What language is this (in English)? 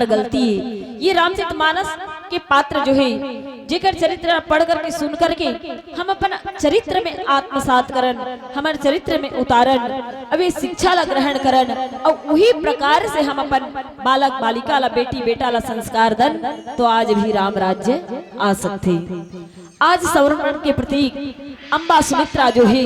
Chhattisgarhi